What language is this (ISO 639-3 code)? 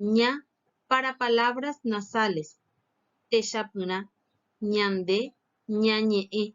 grn